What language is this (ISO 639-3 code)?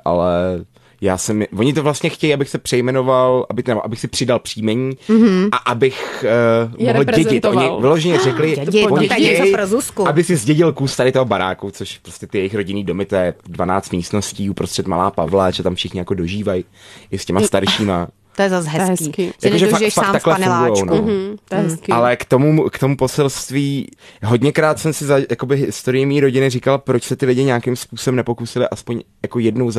ces